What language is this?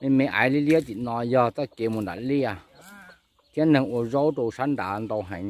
Hmong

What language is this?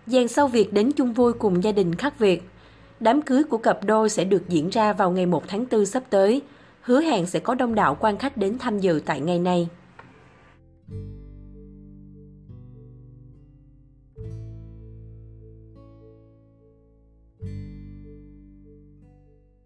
Vietnamese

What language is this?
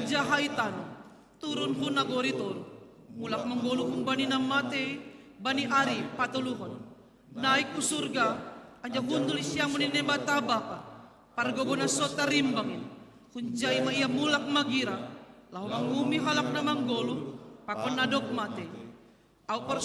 Batak Simalungun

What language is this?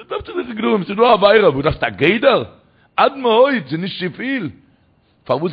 Yiddish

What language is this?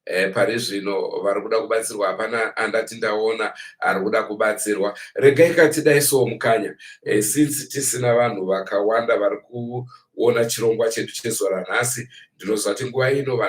Shona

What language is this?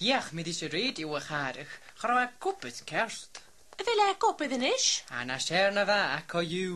Scottish Gaelic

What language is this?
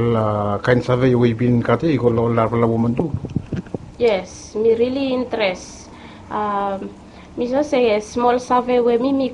Bislama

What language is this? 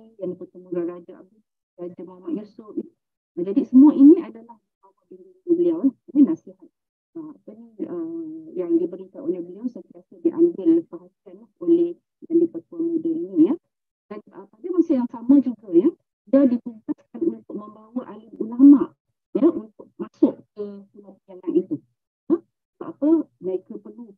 Malay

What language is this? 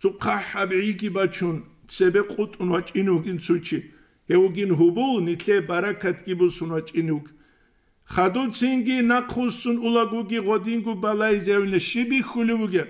Avaric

